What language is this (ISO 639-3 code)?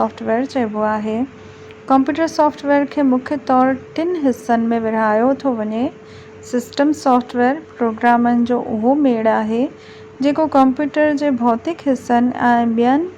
snd